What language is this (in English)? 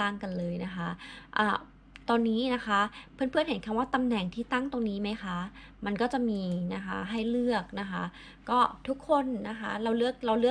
Thai